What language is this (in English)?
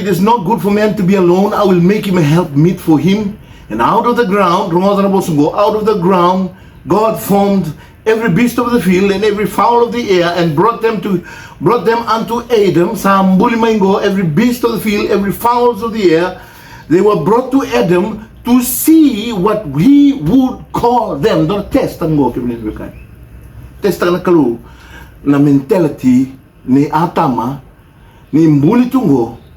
Fijian